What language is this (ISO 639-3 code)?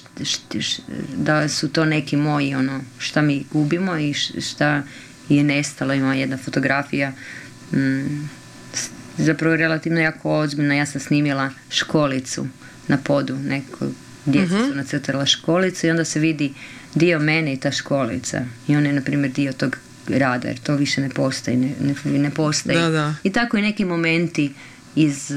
hrv